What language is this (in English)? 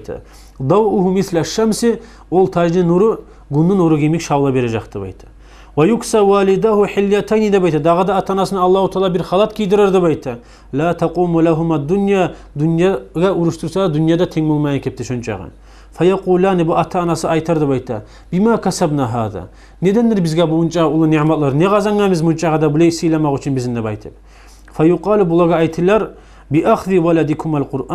Kumyk